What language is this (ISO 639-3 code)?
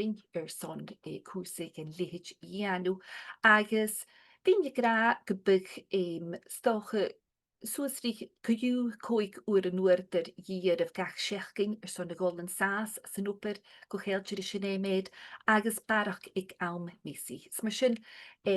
gla